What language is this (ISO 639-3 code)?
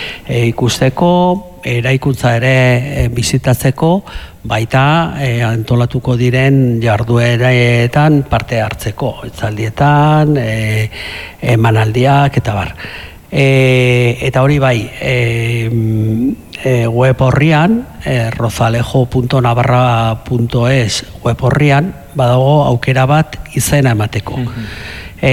eus